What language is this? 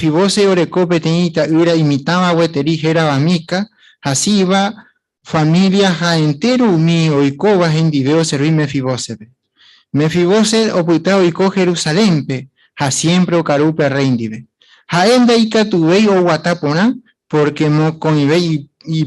Guarani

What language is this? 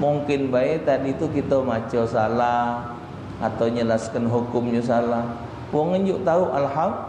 Musi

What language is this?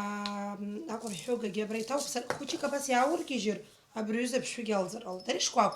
Abkhazian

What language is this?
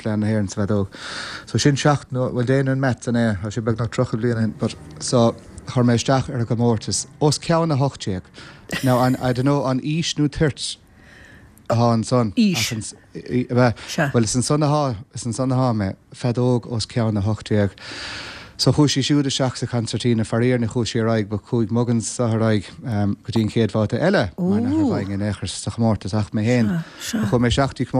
Irish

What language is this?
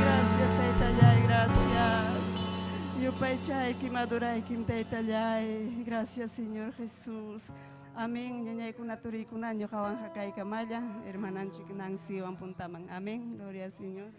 Ayacucho Quechua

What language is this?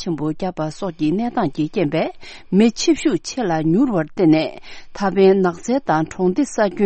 Tibetan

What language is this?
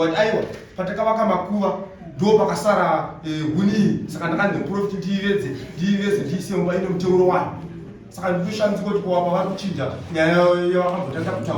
Shona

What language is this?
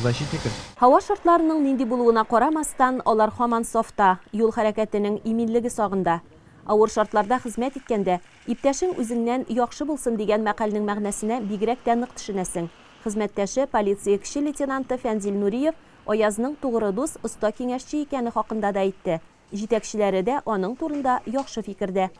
Tatar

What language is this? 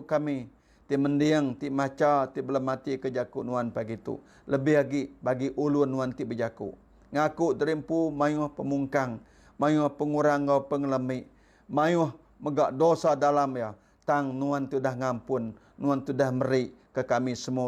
Iban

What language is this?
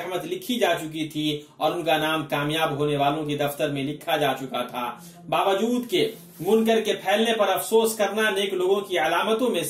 Urdu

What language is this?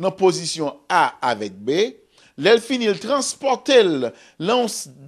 Haitian Creole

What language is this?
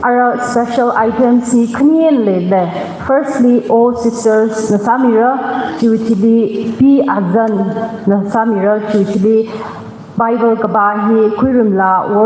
Tangkhul Naga (India)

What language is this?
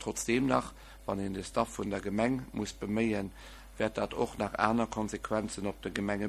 Luxembourgish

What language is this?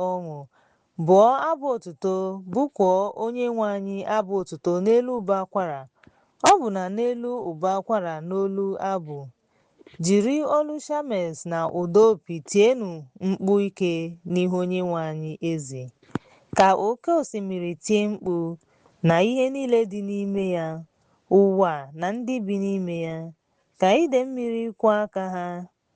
Igbo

